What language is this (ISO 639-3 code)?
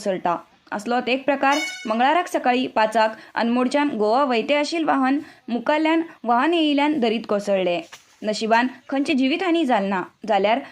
kok